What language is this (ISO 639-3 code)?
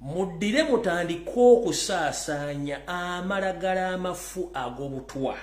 lug